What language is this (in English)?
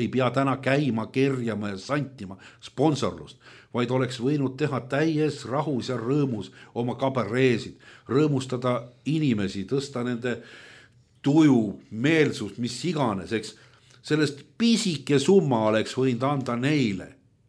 Estonian